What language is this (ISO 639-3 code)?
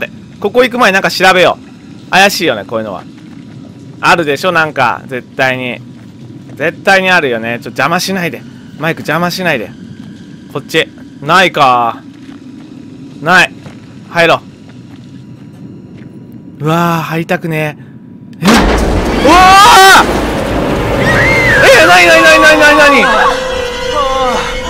jpn